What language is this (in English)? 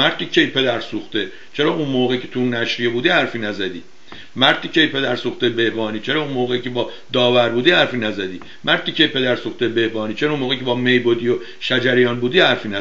Persian